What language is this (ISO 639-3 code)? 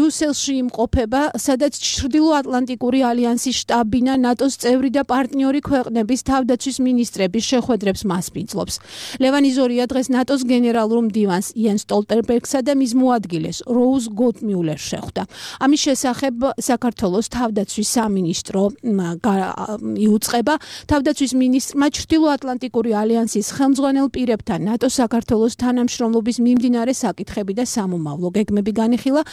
kat